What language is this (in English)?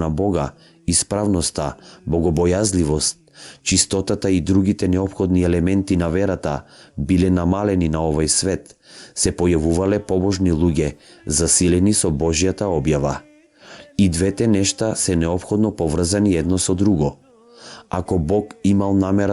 Macedonian